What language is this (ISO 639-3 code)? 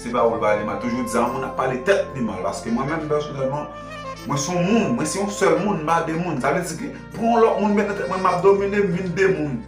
hat